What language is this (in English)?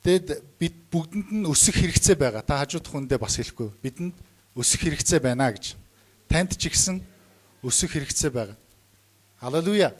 Mongolian